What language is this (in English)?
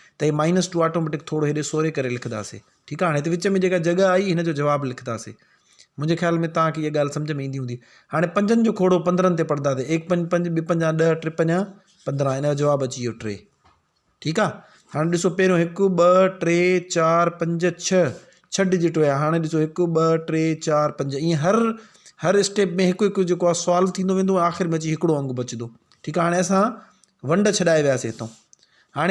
Sindhi